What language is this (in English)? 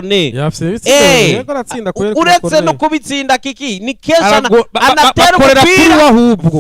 Rundi